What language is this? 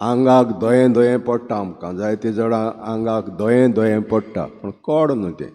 Konkani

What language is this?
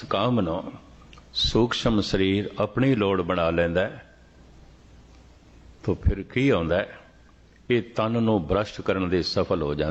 Punjabi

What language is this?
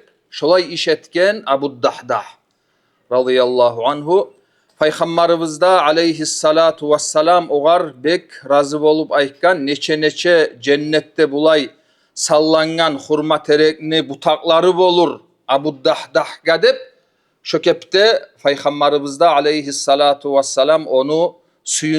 Kumyk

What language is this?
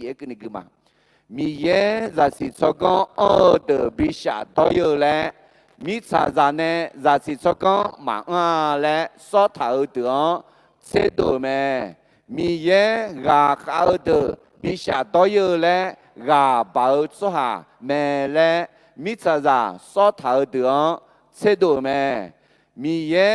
Akha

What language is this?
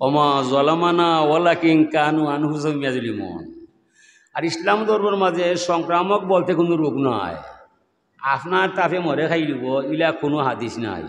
Sylheti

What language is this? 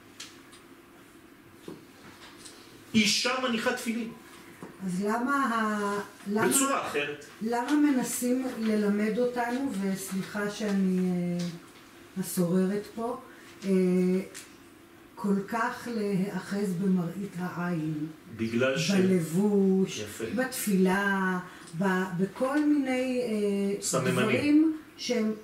Hebrew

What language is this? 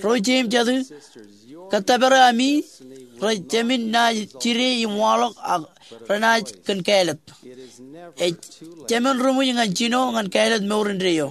Marshallese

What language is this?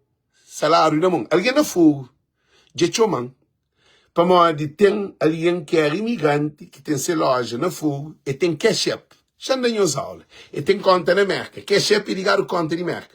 Kabuverdianu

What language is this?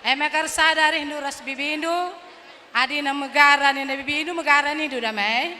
Batak Karo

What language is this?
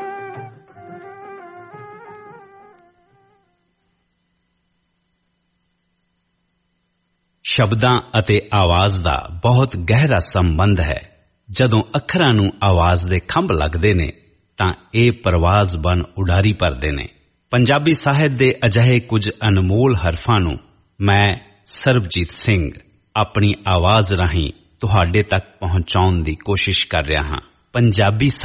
Punjabi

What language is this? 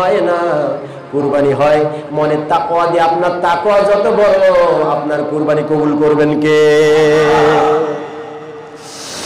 Bangla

